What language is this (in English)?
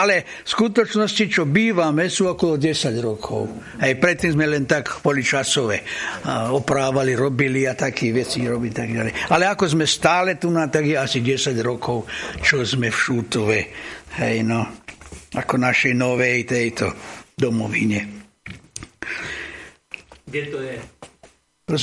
Slovak